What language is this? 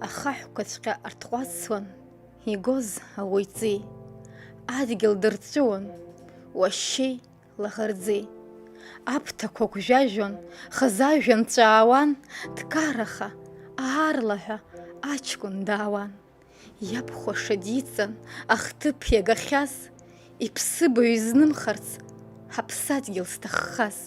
Abkhazian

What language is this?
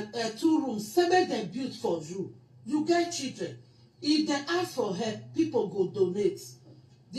Nigerian Pidgin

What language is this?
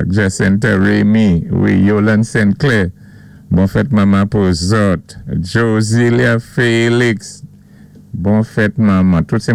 Saint Lucian Creole French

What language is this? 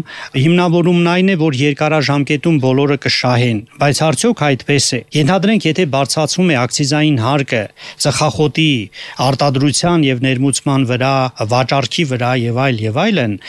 Armenian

